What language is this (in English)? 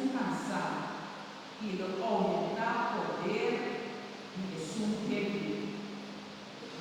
Papiamento